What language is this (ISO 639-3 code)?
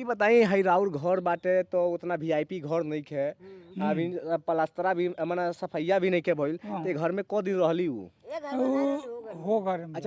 bho